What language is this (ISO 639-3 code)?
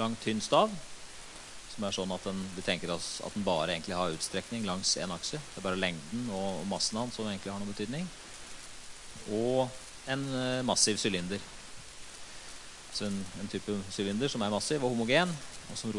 nor